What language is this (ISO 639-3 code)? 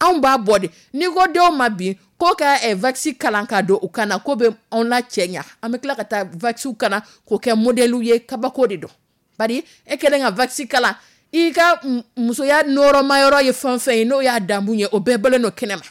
dyu